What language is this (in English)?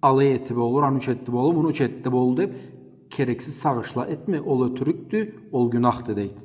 Karachay-Balkar